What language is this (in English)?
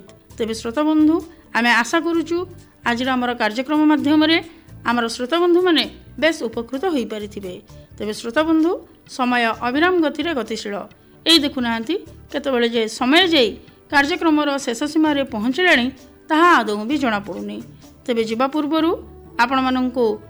Odia